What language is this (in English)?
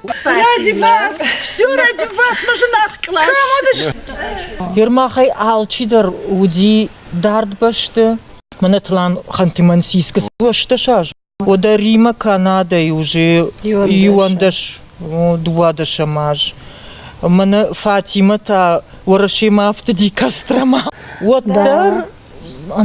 Ossetic